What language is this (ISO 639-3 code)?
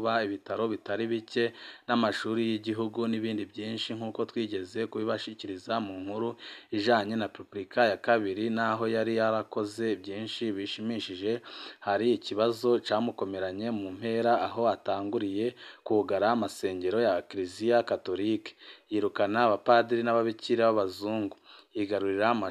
run